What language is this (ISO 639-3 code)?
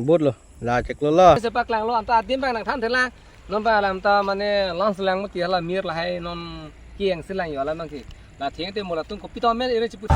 mjw